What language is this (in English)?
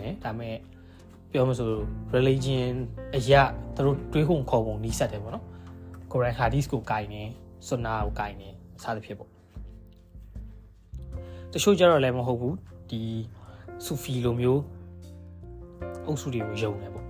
Burmese